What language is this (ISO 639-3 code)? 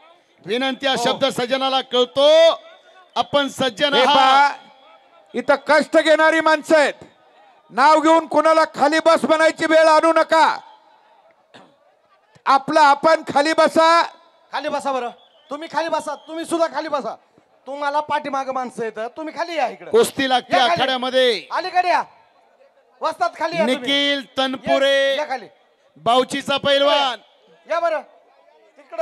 mar